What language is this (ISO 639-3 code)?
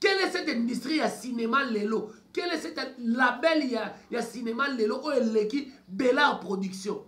lin